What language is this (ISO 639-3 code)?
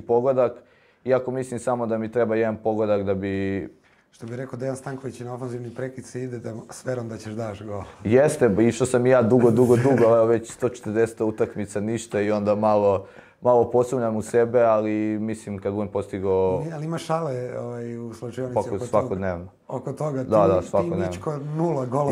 srp